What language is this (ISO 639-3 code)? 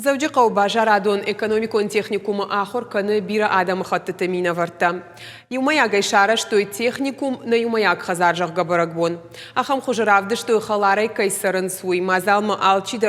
oss